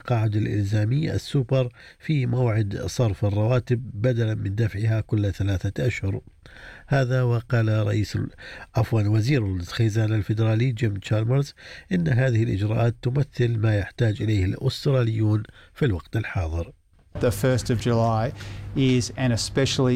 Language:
Arabic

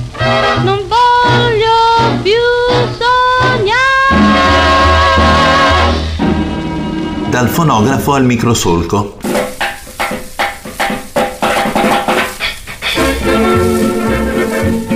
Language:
Italian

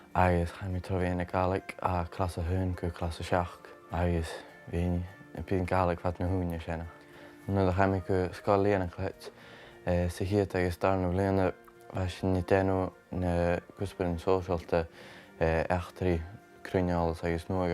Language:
Scottish Gaelic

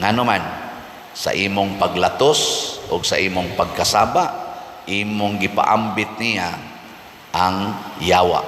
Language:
Cebuano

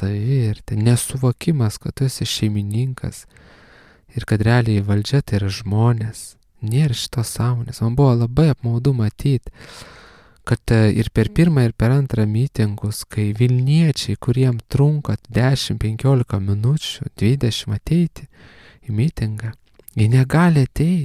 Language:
Lithuanian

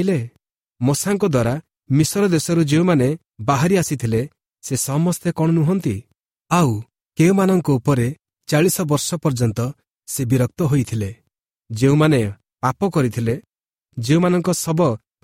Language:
Odia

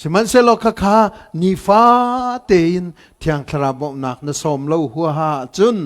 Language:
Hakha Chin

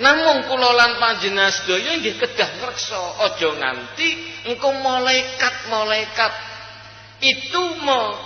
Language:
Javanese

